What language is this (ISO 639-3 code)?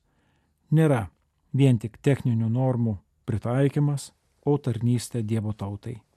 lit